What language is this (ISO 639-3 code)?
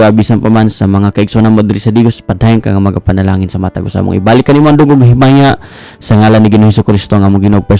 ceb